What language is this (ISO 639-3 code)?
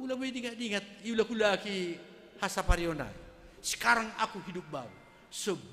bts